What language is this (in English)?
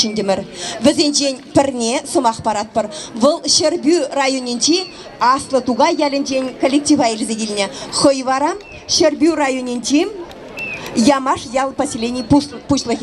Chuvash